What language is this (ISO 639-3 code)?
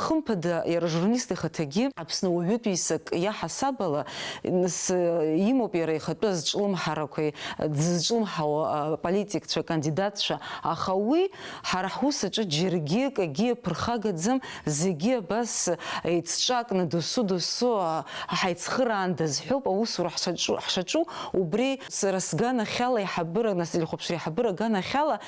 abk